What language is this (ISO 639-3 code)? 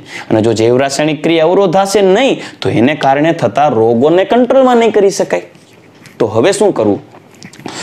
guj